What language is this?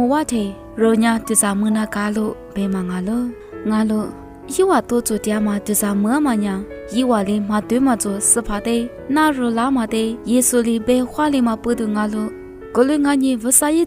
Lisu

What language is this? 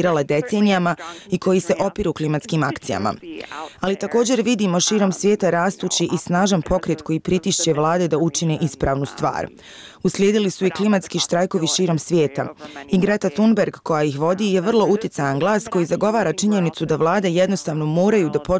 Bosnian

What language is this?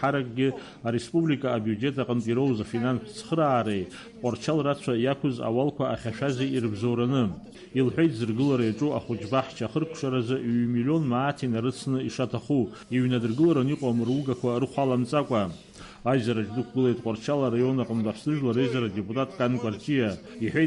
Abkhazian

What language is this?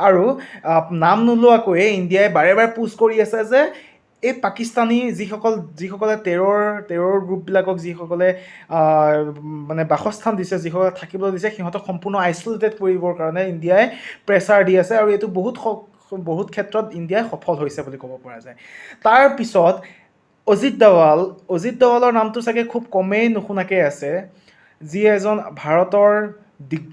Assamese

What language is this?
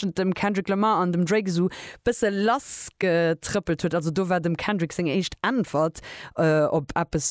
Luxembourgish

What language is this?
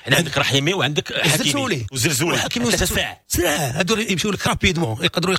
Moroccan Arabic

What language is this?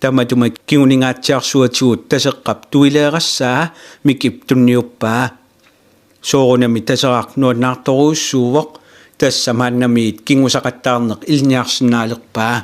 Kalaallisut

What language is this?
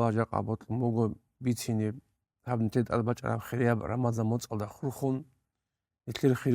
Avaric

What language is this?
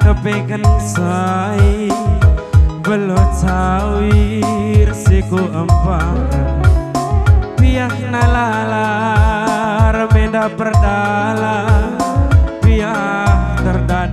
Batak Karo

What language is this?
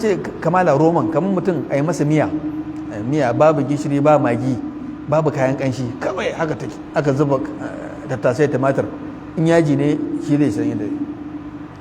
Hausa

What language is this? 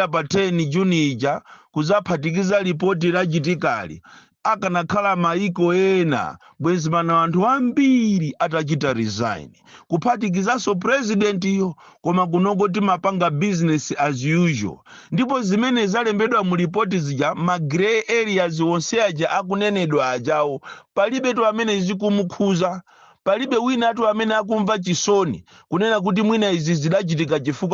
Nyanja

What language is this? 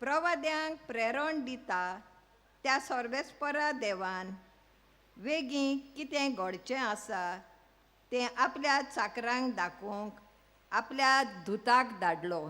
Konkani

